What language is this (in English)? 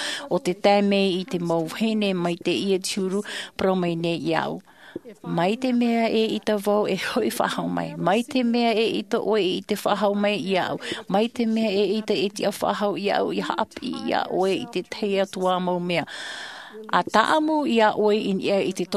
Tahitian